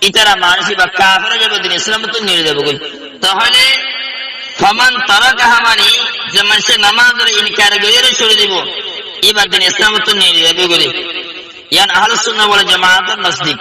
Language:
Rohingya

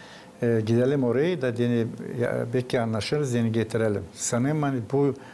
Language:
Gagauz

